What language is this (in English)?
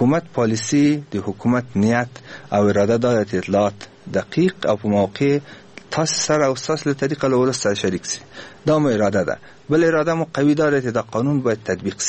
Persian